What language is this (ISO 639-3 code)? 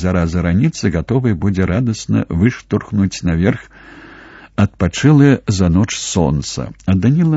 bel